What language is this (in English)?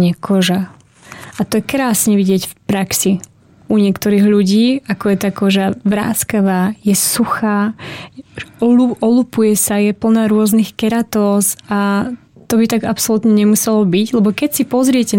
Slovak